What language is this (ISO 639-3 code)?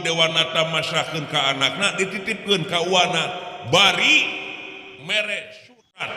sun